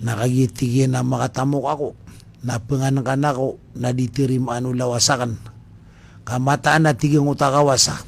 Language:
Maranao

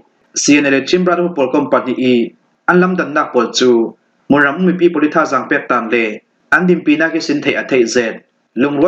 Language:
Falam Chin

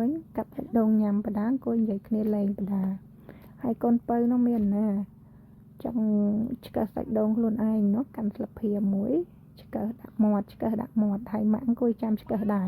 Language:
Khmer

